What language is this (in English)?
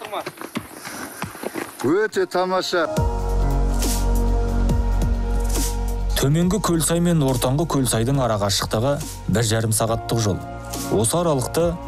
Kazakh